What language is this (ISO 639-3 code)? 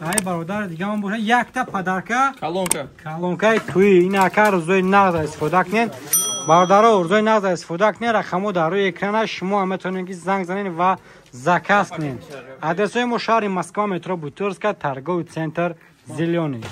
tgk